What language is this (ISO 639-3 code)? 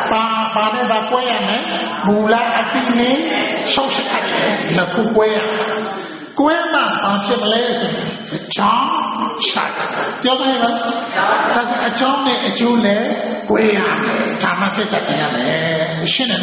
mya